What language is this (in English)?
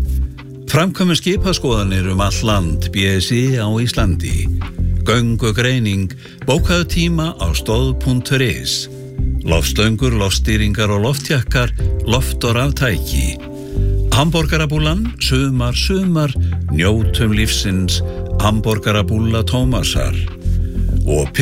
Icelandic